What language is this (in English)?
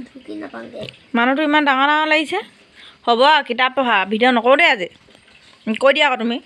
Assamese